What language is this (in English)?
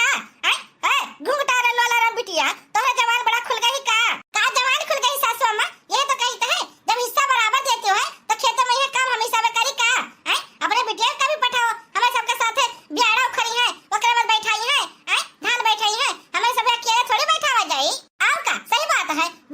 Awadhi